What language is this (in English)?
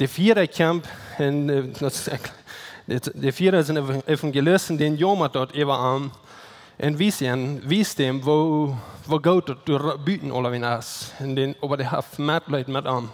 Plautdietsch